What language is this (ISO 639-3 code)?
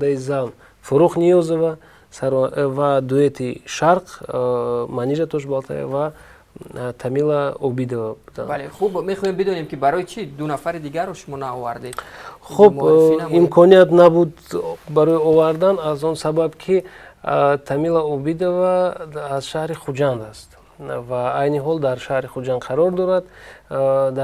tgk